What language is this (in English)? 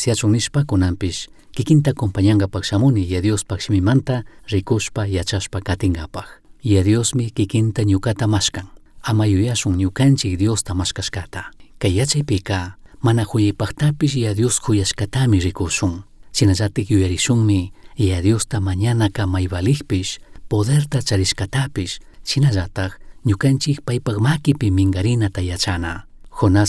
Chimborazo Highland Quichua